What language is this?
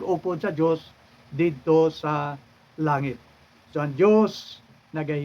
Hiligaynon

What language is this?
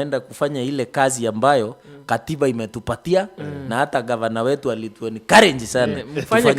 Meru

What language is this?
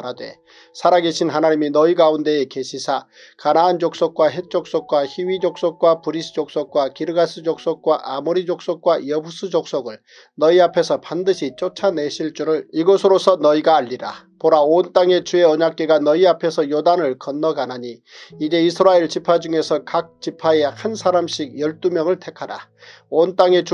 Korean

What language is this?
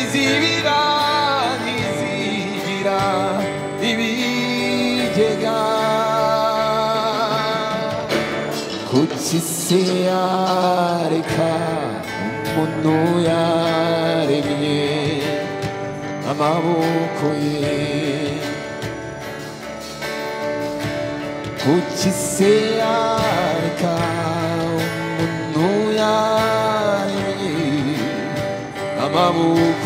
Kinyarwanda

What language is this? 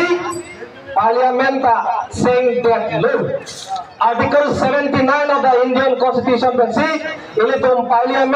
Karbi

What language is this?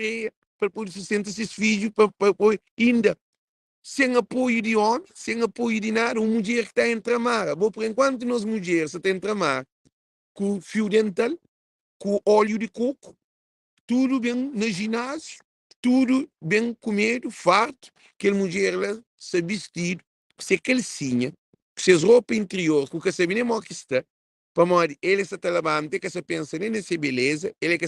Kabuverdianu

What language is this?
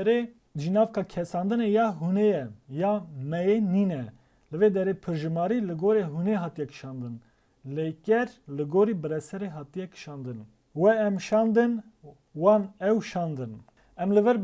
Kurdish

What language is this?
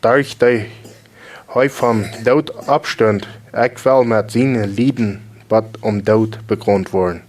Plautdietsch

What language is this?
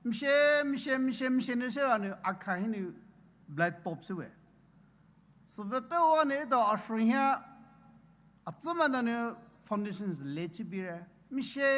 Poumei Naga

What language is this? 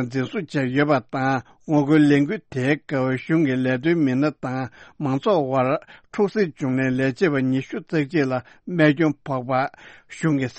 Tibetan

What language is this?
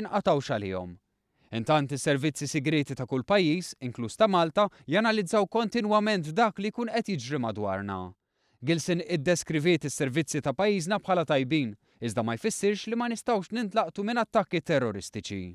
Maltese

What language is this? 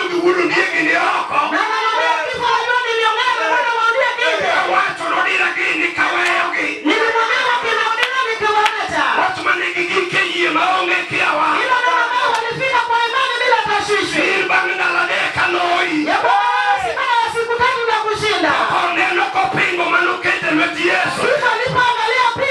Luo (Kenya and Tanzania)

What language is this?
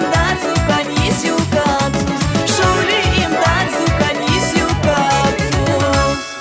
Tabassaran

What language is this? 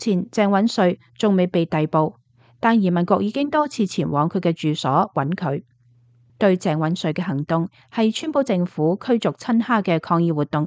Cantonese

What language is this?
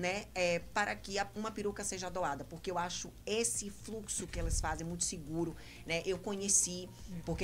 Portuguese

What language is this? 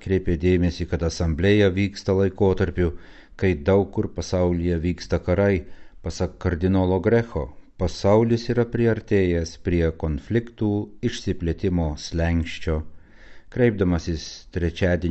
Lithuanian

